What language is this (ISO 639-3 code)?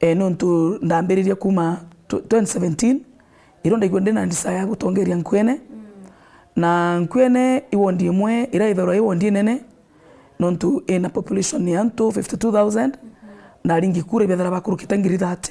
mer